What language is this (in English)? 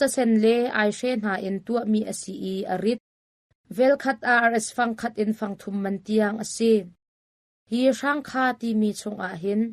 Hakha Chin